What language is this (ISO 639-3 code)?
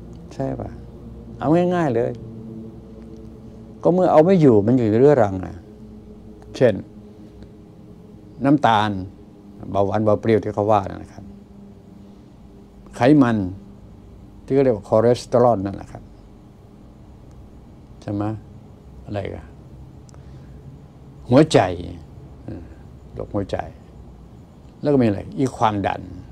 tha